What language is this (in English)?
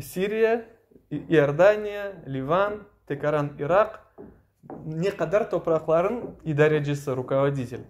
Crimean Tatar